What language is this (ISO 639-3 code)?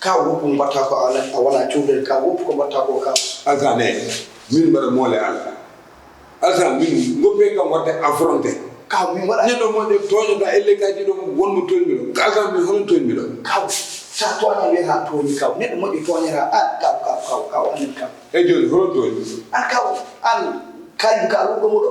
ful